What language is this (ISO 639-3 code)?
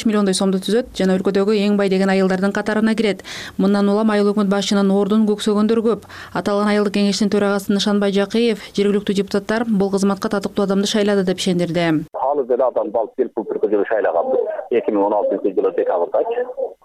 kir